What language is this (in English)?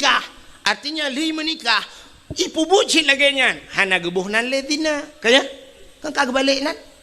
Achinese